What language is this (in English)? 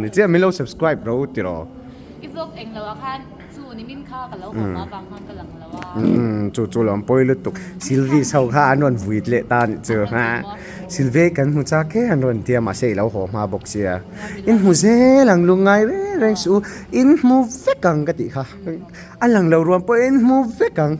Mizo